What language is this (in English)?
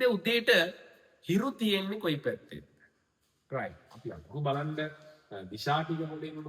Sinhala